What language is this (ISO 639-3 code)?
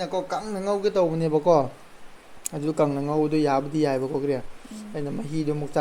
mni